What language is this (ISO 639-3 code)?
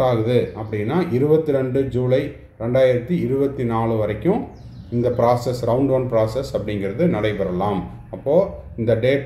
tam